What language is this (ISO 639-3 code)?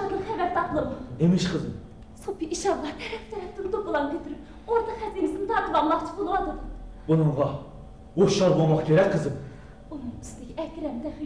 uig